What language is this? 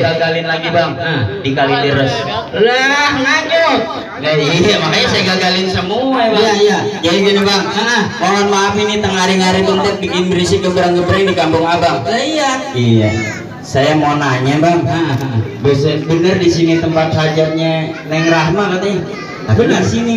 Betawi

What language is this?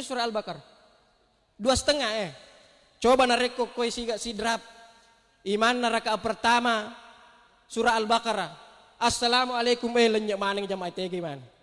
Buginese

